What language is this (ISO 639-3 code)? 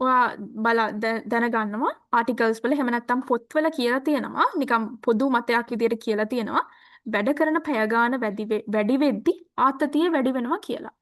sin